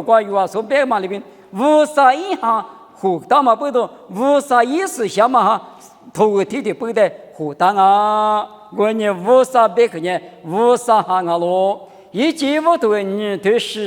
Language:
Lisu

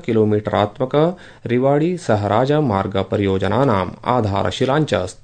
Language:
Sanskrit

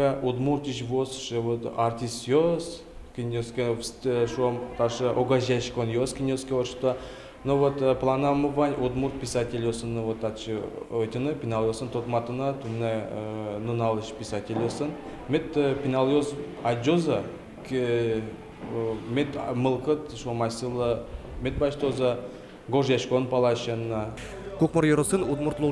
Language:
Udmurt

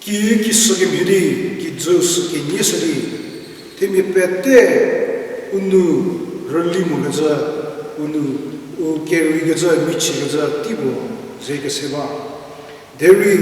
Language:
Angami Naga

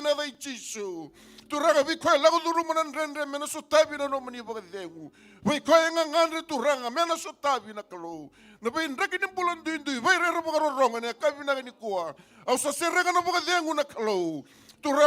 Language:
Fijian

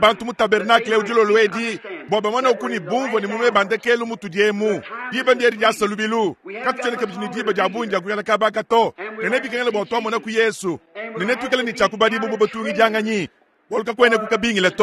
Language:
Luba-Lulua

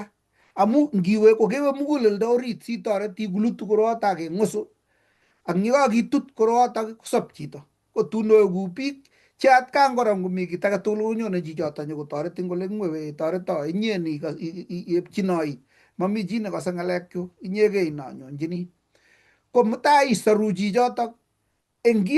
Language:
Kalenjin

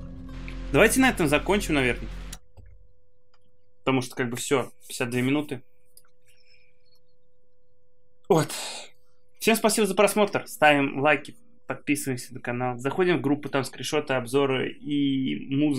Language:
Russian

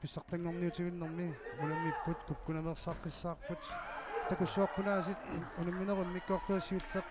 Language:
Kalaallisut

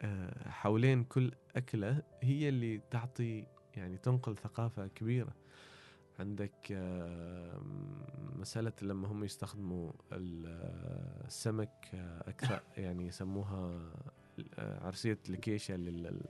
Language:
Gulf Arabic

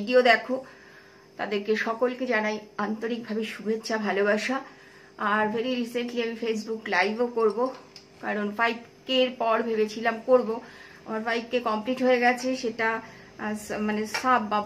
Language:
Bangla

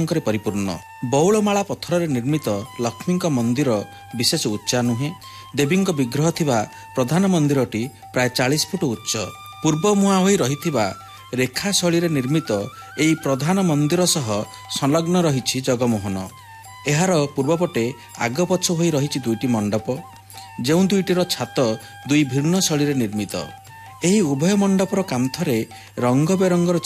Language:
Odia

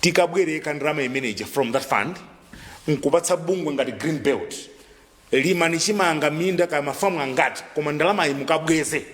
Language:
Nyanja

